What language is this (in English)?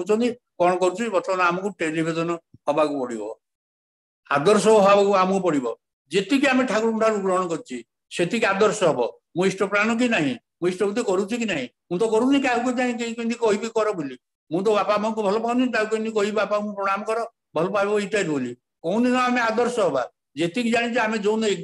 Odia